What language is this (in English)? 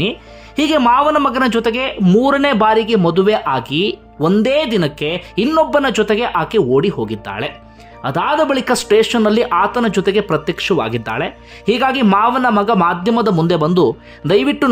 Kannada